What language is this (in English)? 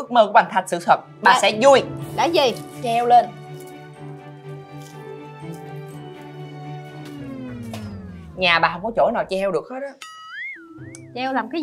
Vietnamese